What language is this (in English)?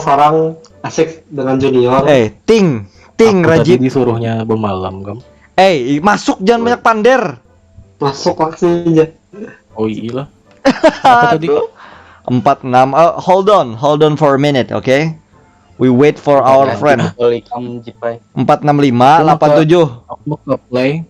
Banjar